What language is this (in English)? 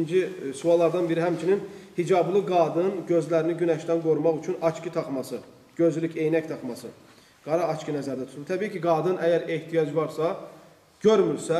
Azerbaijani